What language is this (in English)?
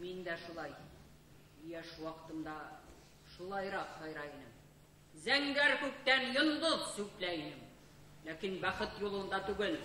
Bashkir